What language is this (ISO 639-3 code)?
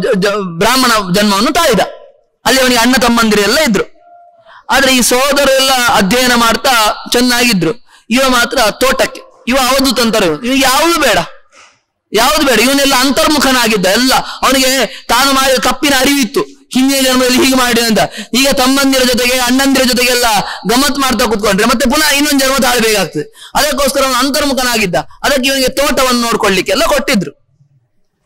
kan